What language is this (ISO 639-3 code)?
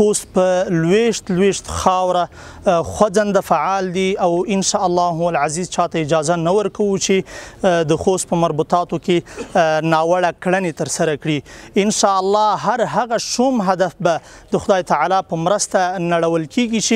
pus